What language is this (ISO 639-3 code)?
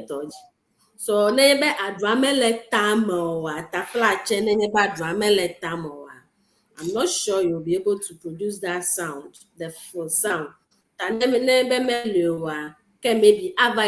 ewe